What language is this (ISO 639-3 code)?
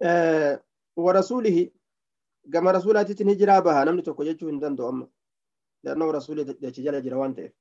orm